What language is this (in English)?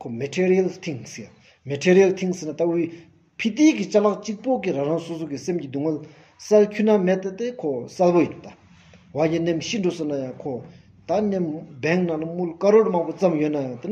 Stod Bhoti